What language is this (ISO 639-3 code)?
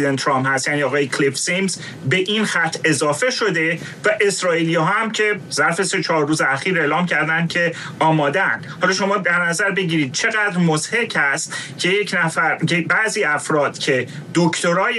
fas